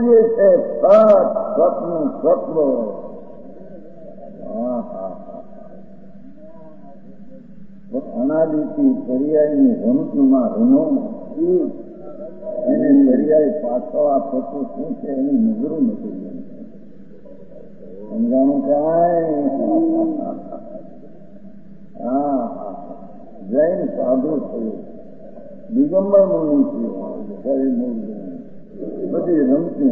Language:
Gujarati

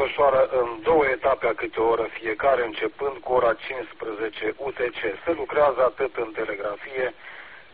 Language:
Romanian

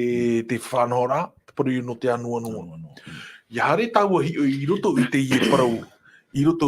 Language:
Tahitian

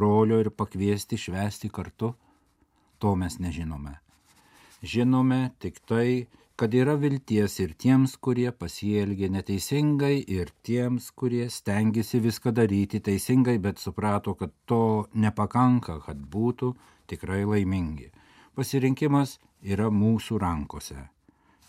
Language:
Lithuanian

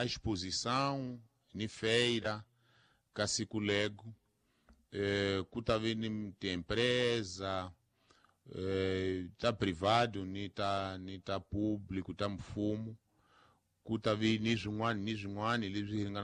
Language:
Tsonga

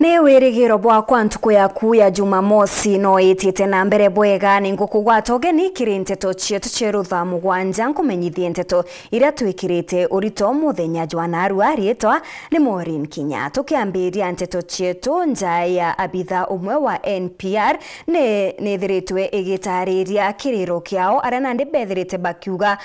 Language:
Meru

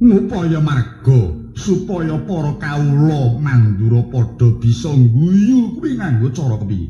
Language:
Javanese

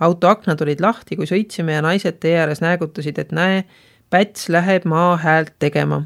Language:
Estonian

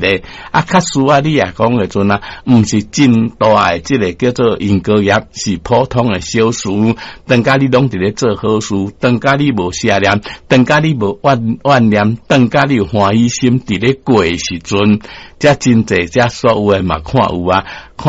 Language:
Min Nan Chinese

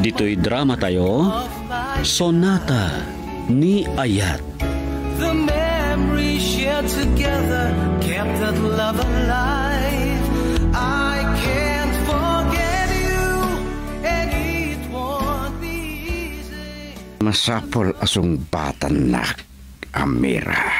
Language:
Iloko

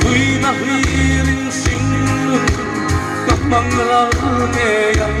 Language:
Mizo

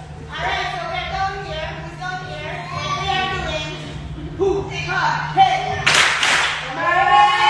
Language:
Jamaican Creole English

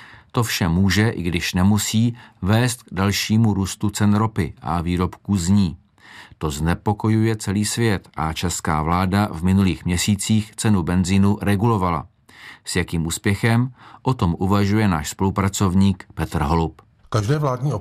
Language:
Czech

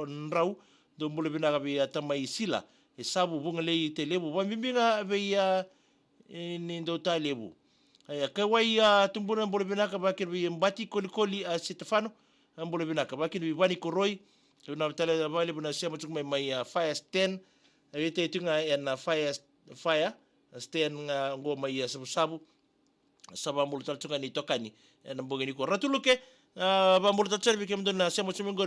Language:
Fijian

